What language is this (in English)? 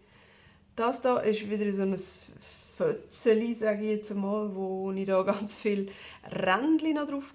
Swiss German